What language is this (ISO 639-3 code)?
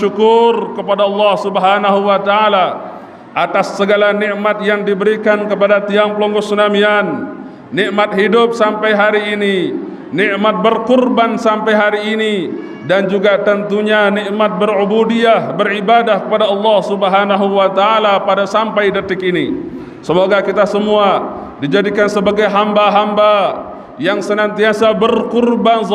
sas